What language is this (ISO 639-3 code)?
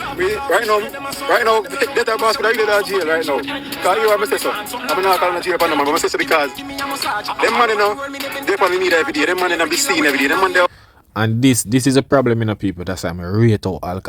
jam